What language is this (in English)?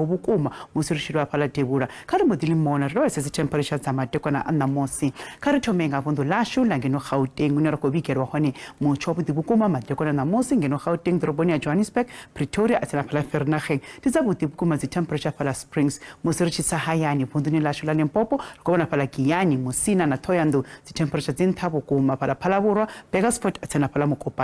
Venda